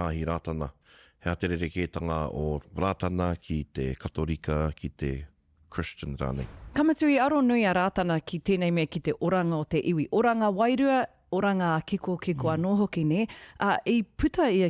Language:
Māori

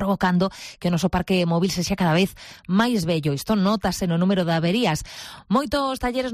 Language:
Galician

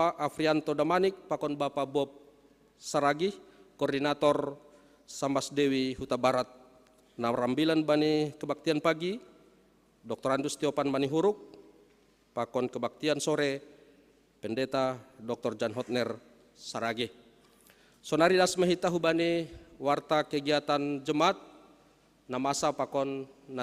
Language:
Batak Simalungun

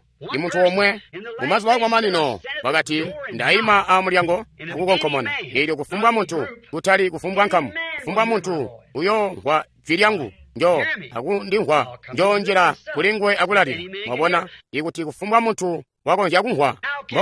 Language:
Tonga (Zambia)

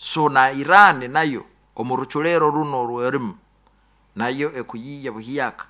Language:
Nyoro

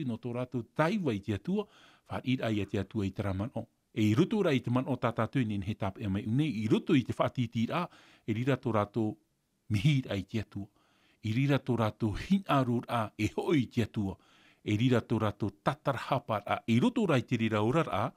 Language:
Tahitian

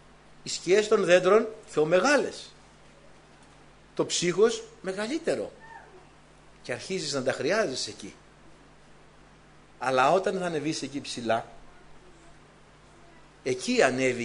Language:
Greek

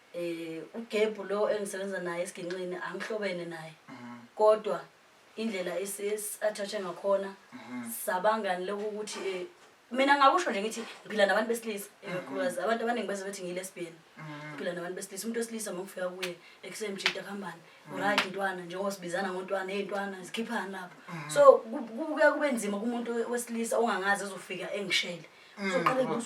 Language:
Zulu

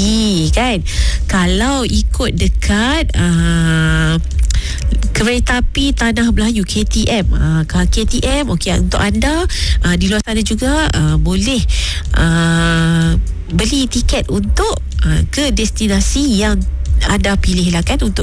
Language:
Malay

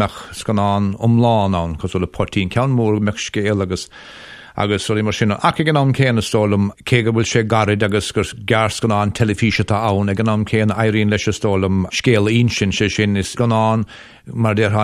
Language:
Irish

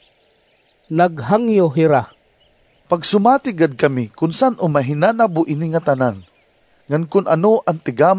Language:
Waray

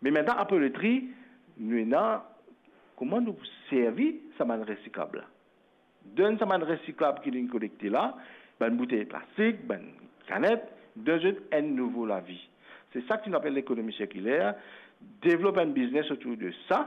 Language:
Morisyen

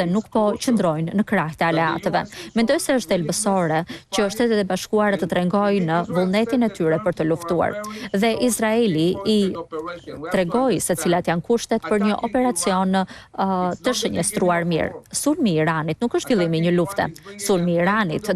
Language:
Albanian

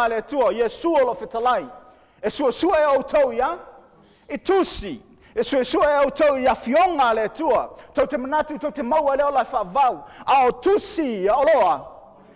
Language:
Samoan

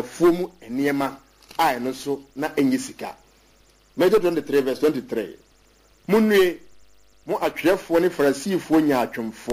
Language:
Akan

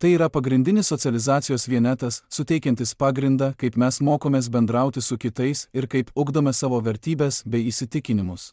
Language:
Lithuanian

